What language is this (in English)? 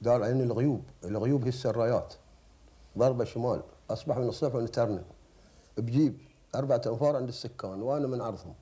Gulf Arabic